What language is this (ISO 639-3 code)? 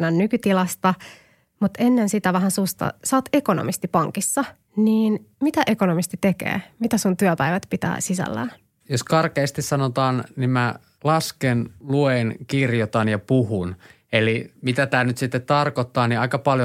fin